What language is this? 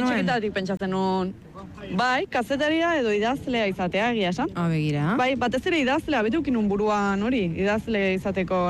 Basque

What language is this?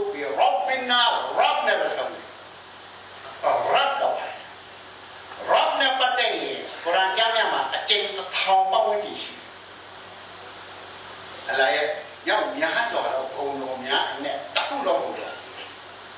Burmese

